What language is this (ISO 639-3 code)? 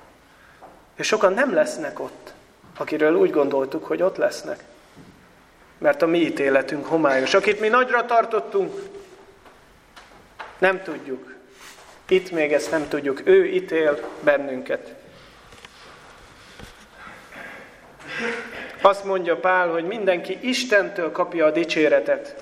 hun